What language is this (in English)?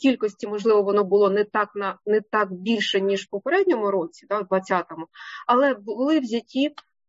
Ukrainian